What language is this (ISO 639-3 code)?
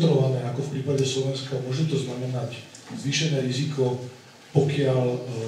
slk